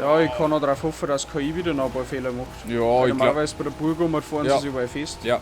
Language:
Bavarian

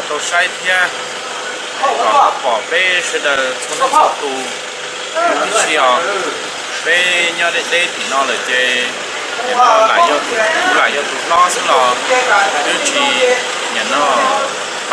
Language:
Hmong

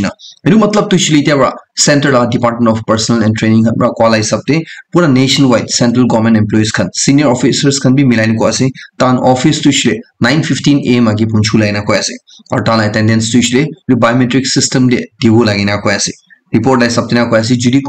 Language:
Naga Pidgin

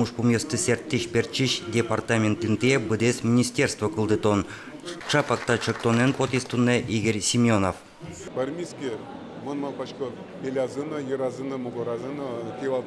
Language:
Udmurt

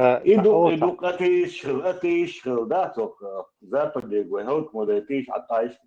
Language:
Chechen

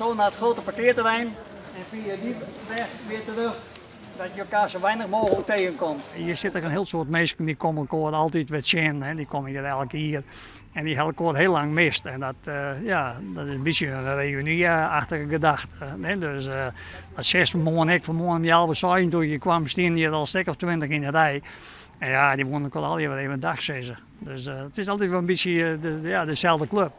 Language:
Western Frisian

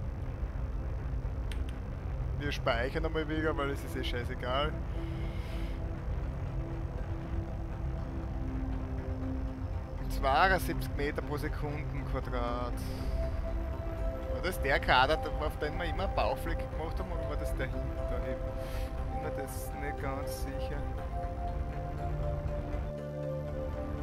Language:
German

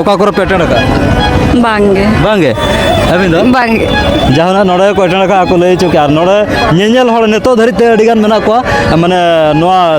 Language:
Santali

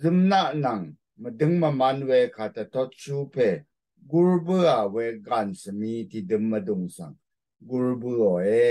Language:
Rawang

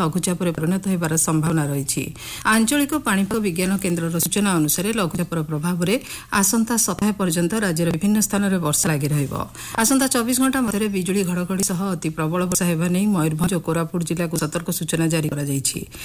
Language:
Odia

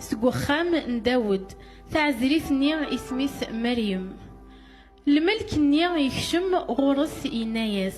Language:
Kabyle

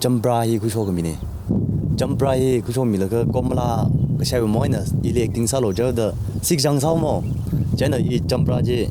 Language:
Tangkhul Naga (India)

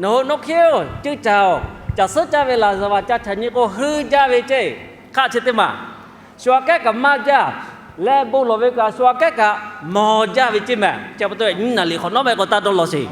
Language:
Lahu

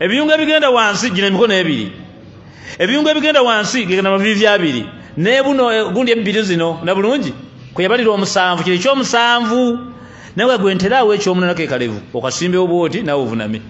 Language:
Ganda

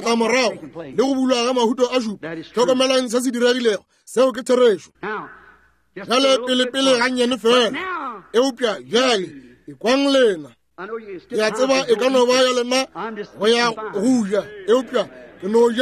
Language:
Northern Sotho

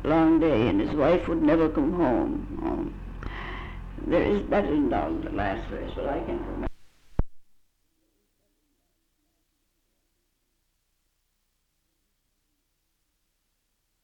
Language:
English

